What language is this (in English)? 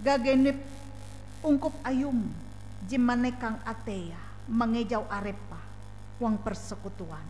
Ngaju